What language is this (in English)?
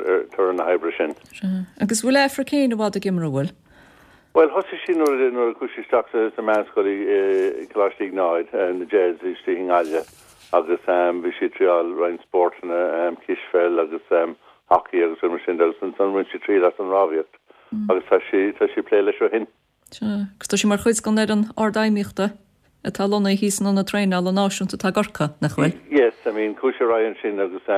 Irish